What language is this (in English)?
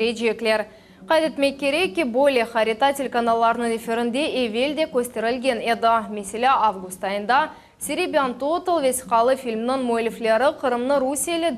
Crimean Tatar